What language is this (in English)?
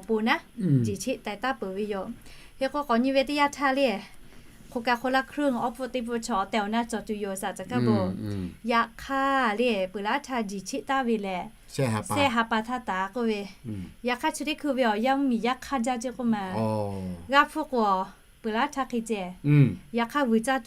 Lahu